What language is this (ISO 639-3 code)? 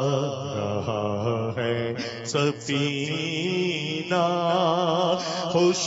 urd